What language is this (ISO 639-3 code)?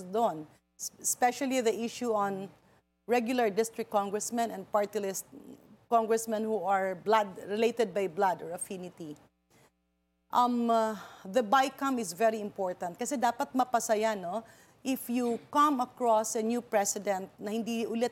fil